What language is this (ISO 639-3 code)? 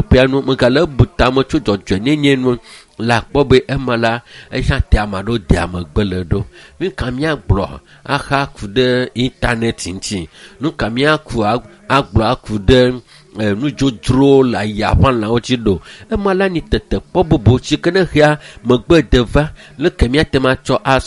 ewe